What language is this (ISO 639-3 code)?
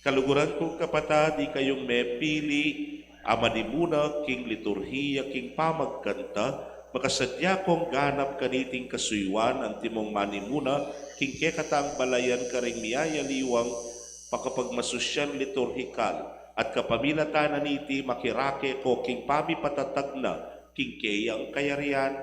pam